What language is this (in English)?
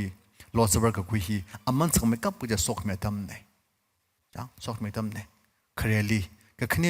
Tangkhul Naga (India)